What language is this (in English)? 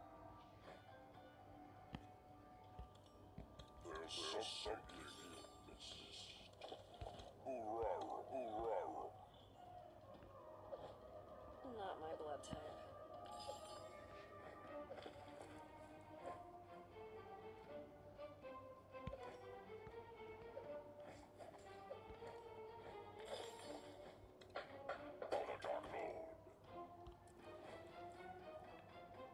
English